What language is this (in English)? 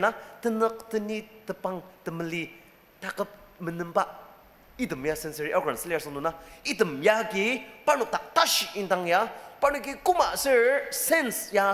Ao Naga